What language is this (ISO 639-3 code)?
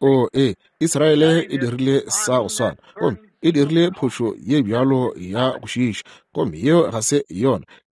nso